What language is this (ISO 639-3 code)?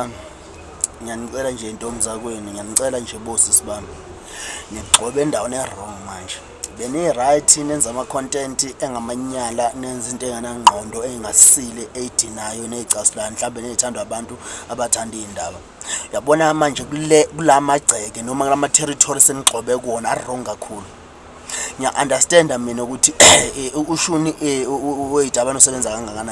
zul